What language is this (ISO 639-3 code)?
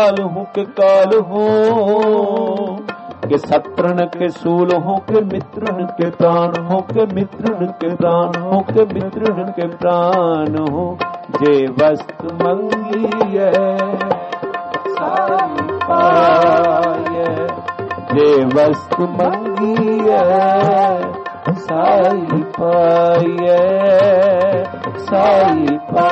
pan